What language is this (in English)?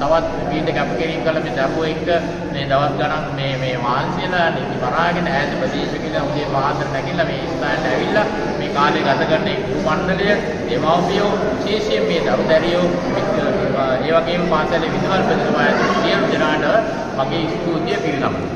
Sinhala